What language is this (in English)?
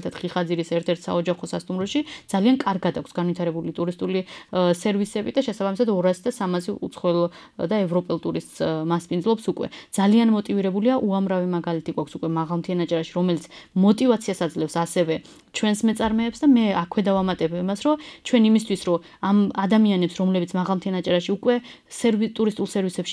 Georgian